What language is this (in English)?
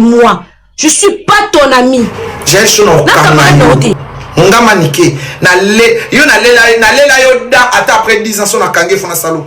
Lingala